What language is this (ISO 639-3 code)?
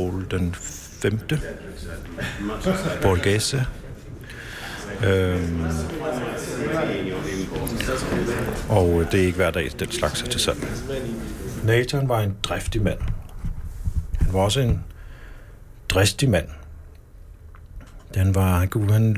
dan